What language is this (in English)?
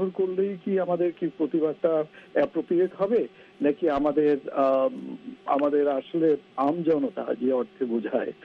Bangla